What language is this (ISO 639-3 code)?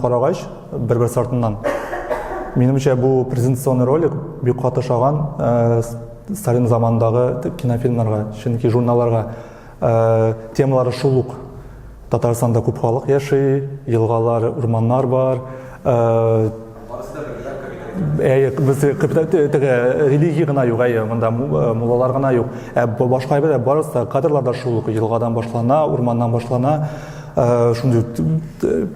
tat